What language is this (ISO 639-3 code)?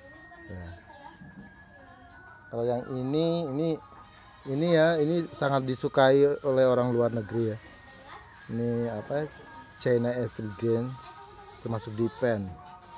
ind